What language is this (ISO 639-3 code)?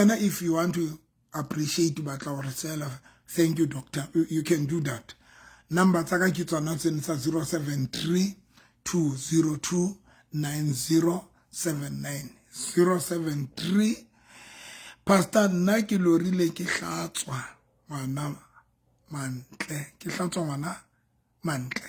sot